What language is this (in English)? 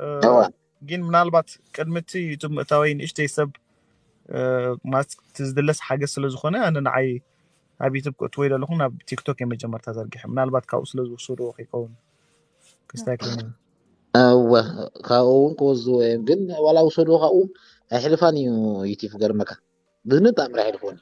Tigrinya